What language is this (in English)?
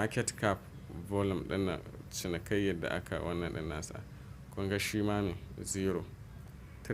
Hausa